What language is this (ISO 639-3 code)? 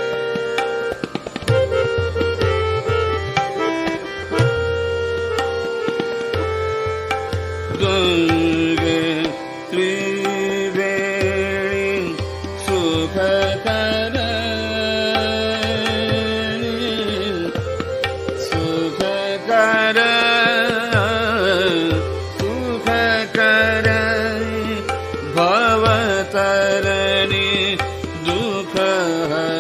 kan